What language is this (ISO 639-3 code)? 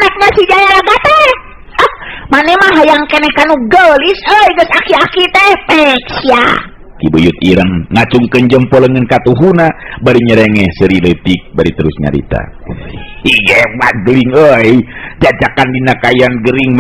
sun